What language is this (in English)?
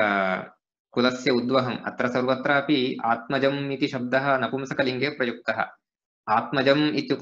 Sanskrit